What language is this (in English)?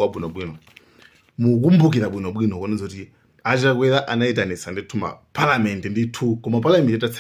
Nyanja